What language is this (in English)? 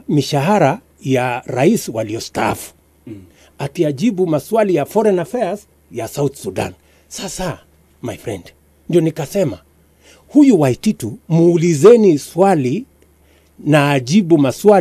Swahili